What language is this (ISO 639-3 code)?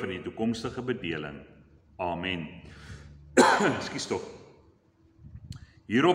afr